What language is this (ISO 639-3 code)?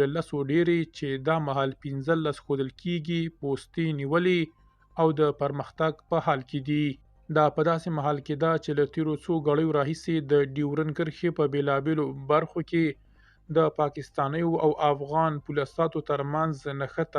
pus